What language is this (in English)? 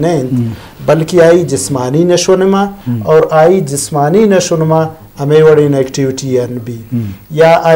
Eastern Balochi